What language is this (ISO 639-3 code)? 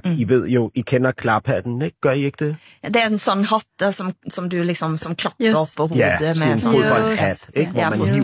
dan